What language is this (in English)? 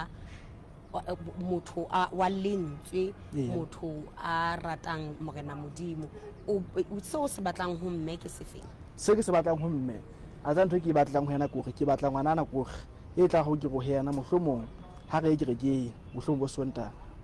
Southern Sotho